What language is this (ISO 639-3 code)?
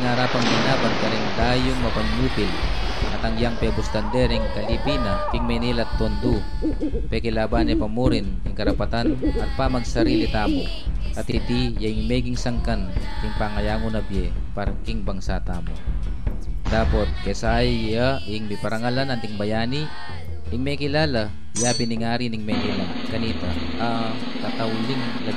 pam